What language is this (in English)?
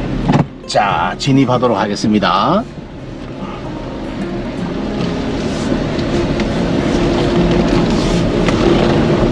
Korean